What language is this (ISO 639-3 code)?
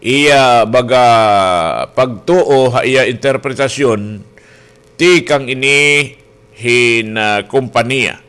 war